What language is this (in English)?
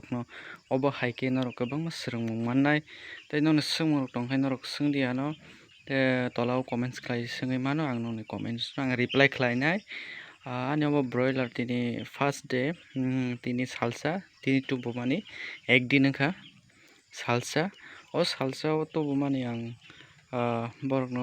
Kok Borok